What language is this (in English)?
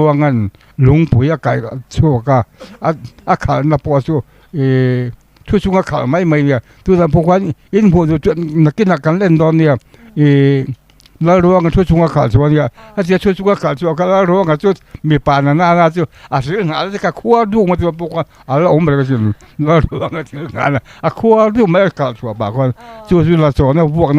Mizo